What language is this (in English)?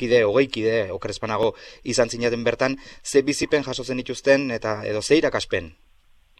Basque